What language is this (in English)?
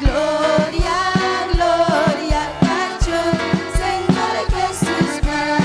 Ayacucho Quechua